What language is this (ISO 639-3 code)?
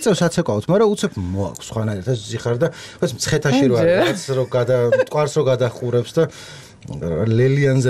kat